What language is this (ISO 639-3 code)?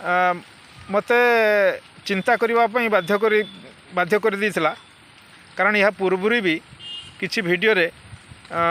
ori